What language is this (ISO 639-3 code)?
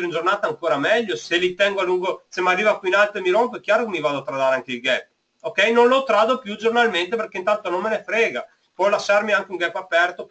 ita